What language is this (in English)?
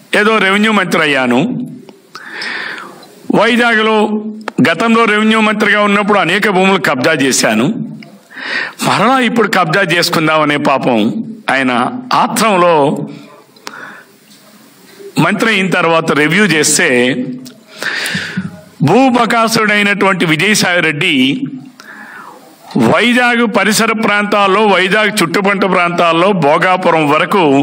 Telugu